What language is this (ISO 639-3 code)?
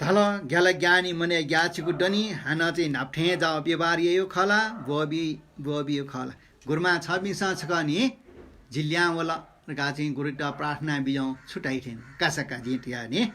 new